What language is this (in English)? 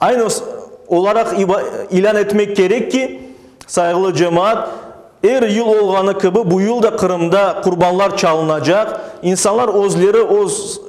Crimean Tatar